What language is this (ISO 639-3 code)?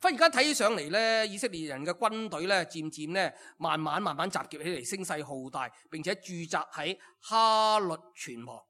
yue